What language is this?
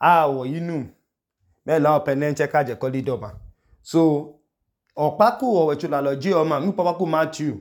Idoma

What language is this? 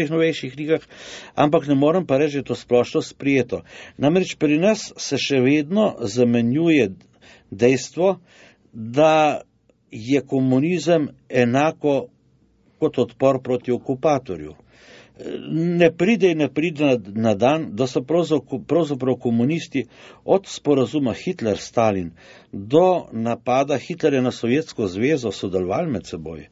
Slovenian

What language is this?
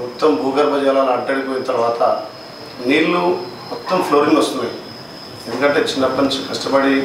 Telugu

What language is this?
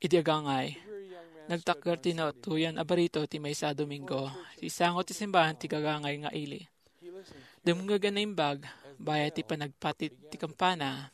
Iloko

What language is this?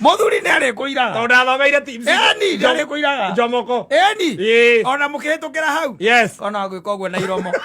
Kikuyu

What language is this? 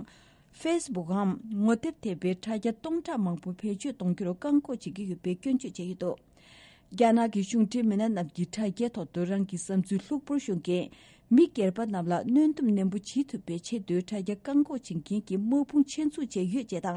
Tibetan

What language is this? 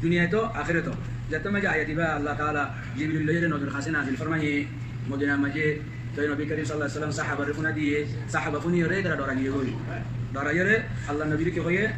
Rohingya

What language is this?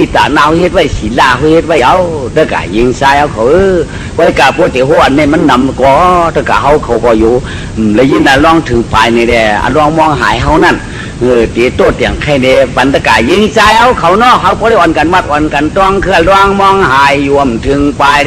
Shan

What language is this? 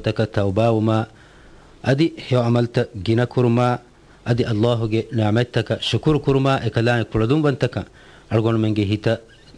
Divehi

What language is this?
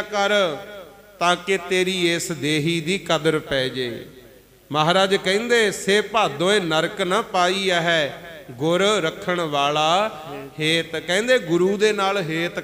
Punjabi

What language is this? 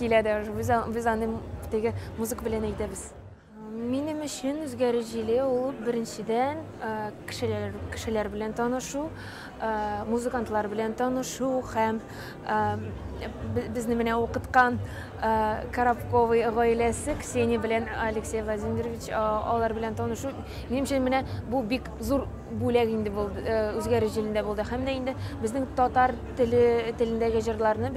Tatar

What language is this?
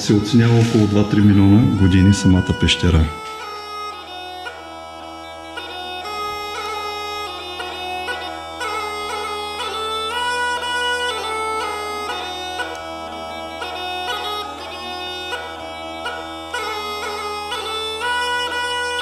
Bulgarian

